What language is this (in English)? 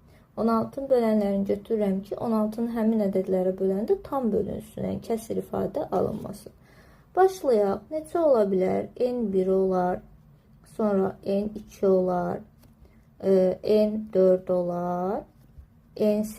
Azerbaijani